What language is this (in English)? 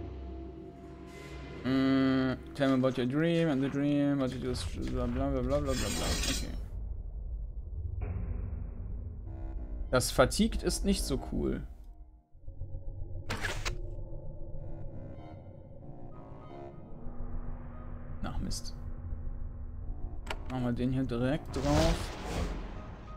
German